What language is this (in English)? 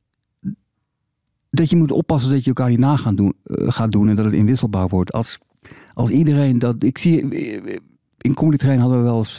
Dutch